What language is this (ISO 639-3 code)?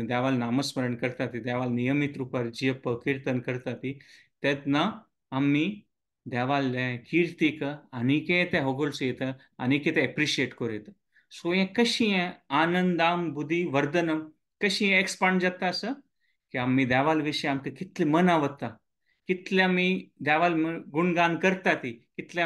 kok